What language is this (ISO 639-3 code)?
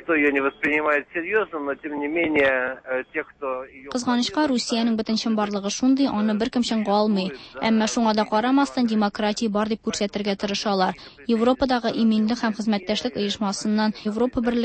tat